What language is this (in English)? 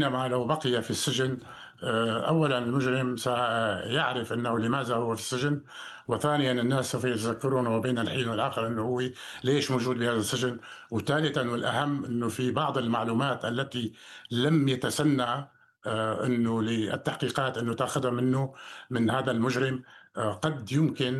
Arabic